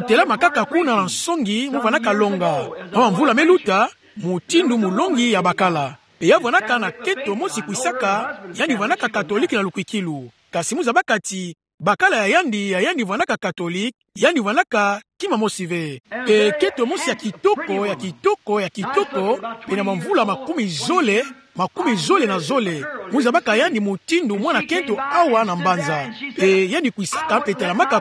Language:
Kituba (Democratic Republic of Congo)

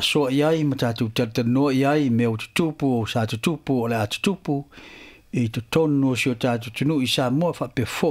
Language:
Samoan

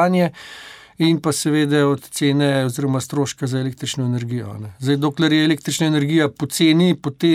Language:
Slovenian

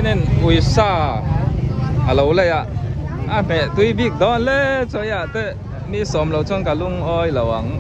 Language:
Mizo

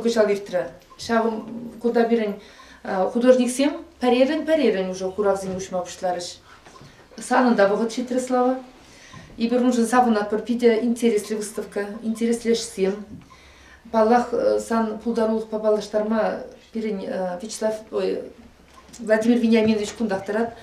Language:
Chuvash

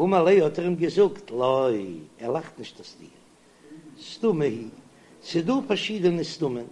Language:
Yiddish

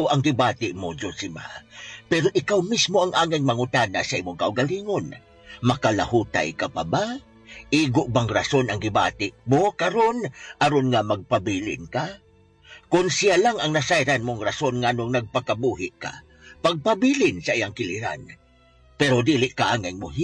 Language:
Cebuano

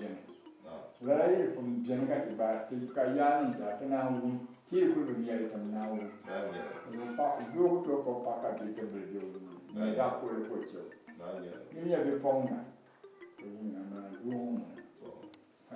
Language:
Dagbani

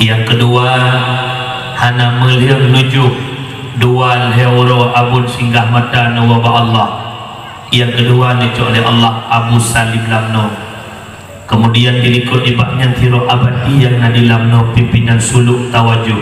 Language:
Achinese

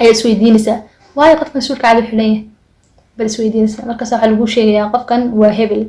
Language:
Somali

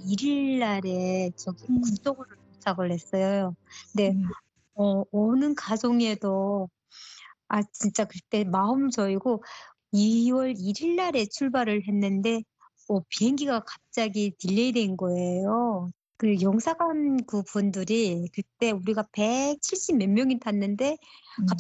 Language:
Korean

